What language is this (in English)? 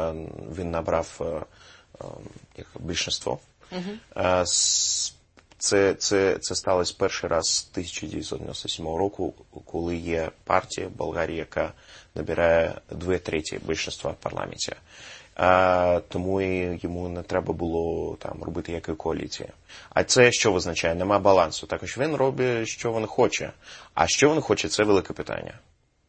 Ukrainian